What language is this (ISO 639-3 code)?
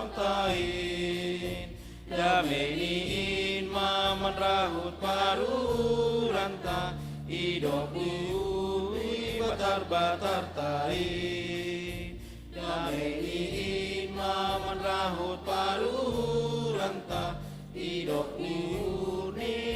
bts